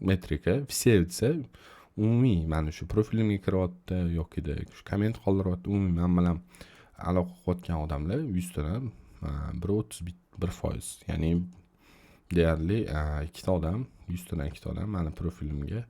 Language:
Uzbek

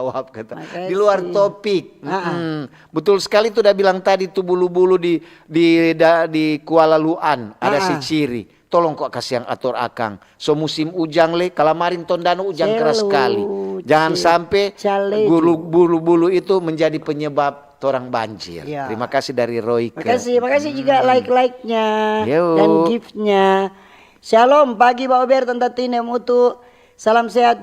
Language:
Manado Malay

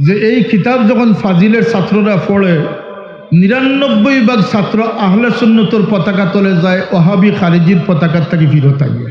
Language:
Sylheti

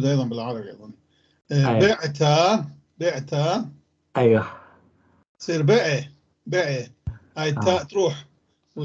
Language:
North Levantine Arabic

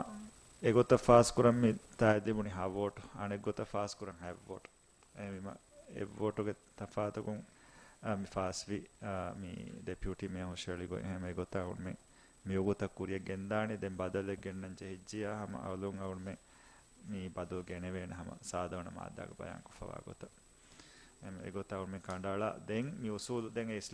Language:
Divehi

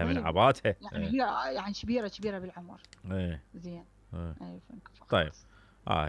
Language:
Mesopotamian Arabic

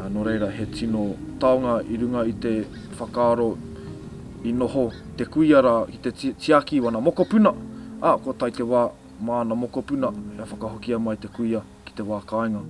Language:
Māori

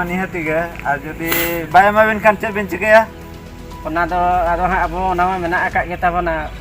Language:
Santali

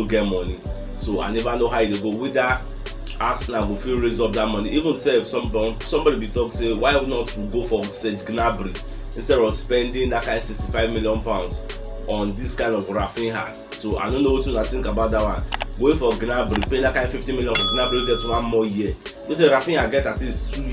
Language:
Nigerian Pidgin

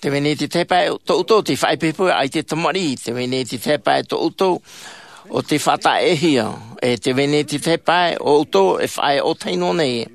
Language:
Tahitian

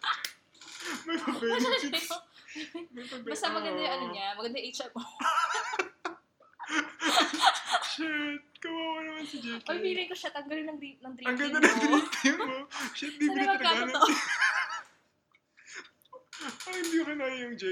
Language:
Filipino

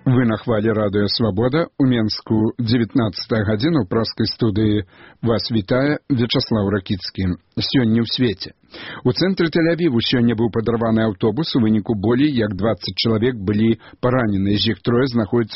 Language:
Belarusian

